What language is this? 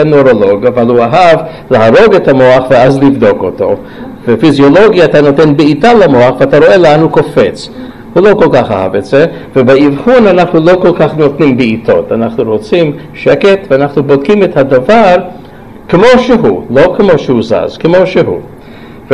Hebrew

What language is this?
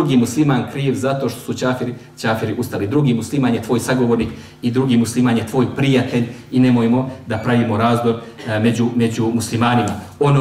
Bosnian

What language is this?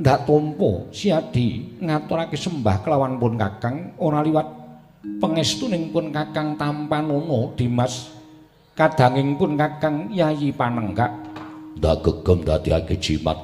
Javanese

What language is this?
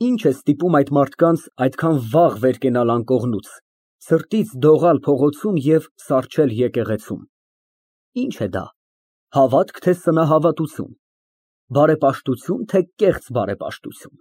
Armenian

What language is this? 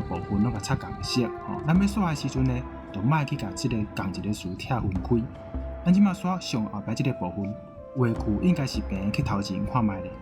Min Nan Chinese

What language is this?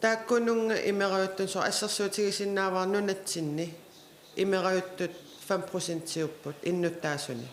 Kalaallisut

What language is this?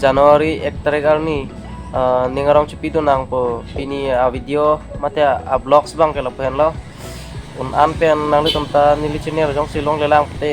Karbi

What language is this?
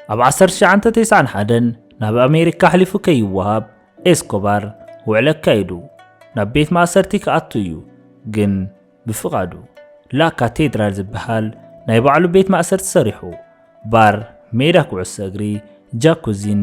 Tigrinya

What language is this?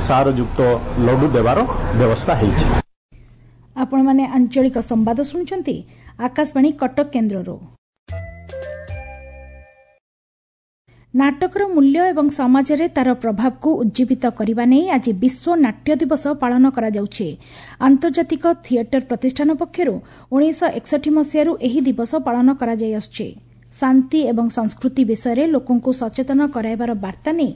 Odia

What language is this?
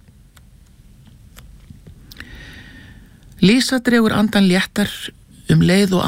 Icelandic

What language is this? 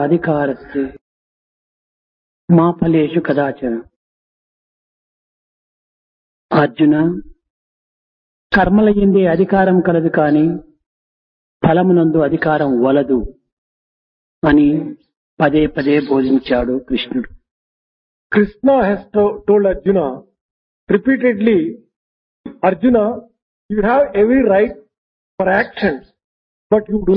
Telugu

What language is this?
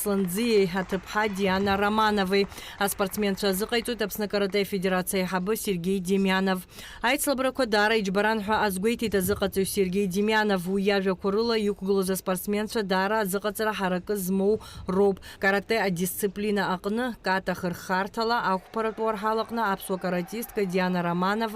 Abkhazian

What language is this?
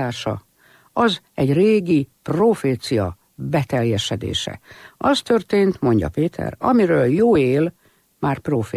Hungarian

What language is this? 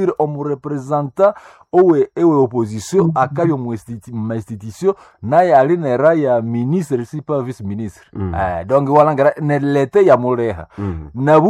Nande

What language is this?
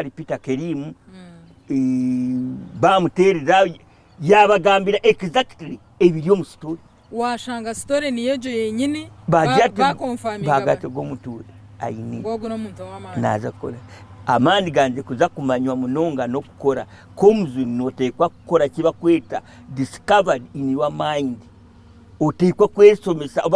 Nyankole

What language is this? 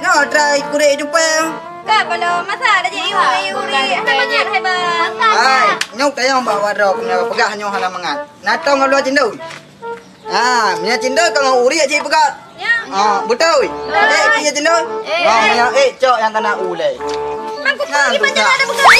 Achinese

